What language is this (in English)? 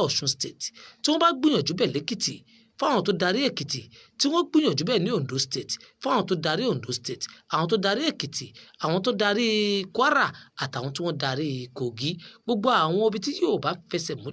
Yoruba